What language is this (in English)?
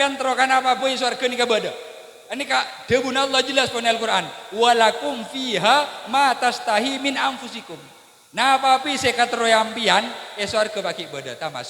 Madurese